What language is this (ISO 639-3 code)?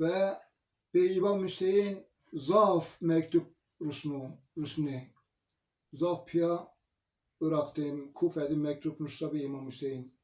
zza